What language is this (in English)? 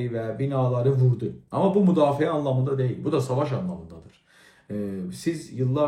South Azerbaijani